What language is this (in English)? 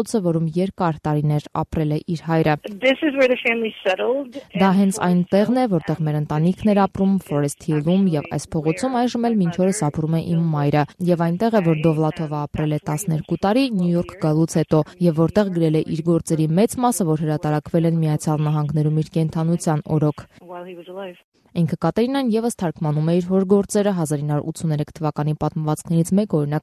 Armenian